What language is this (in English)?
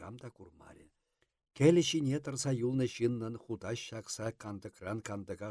Chuvash